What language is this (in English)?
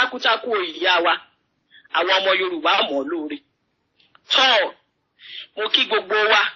Yoruba